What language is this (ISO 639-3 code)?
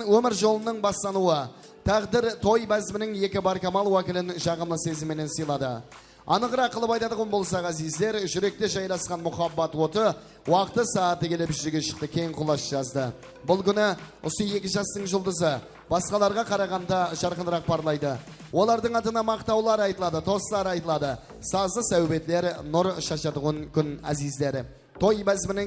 kaa